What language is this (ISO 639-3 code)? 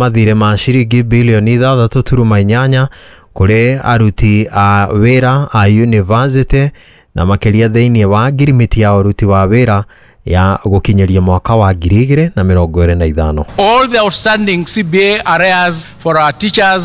kik